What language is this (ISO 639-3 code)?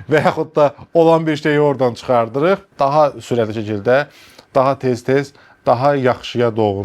aze